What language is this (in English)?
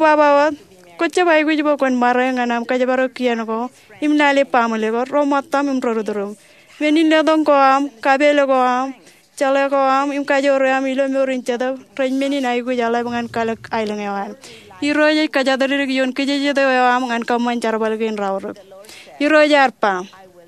Marshallese